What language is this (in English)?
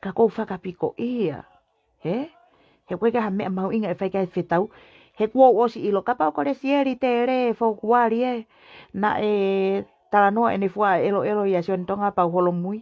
Tongan